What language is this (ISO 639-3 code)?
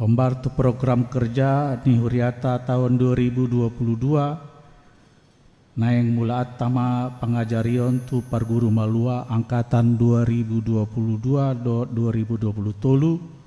bbc